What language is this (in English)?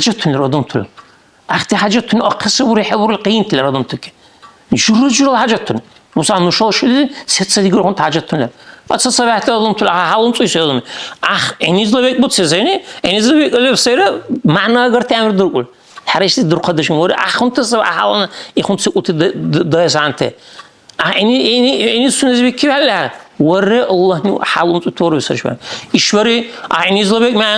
Dargwa